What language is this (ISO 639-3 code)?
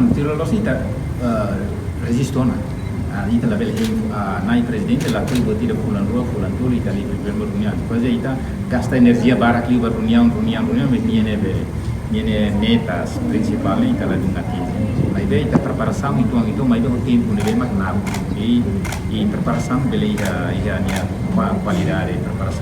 tet